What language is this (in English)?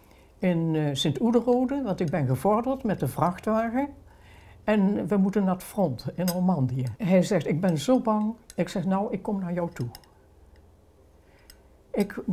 Dutch